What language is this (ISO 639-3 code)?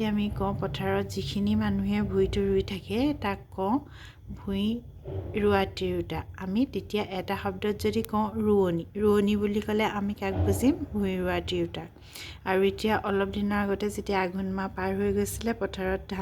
asm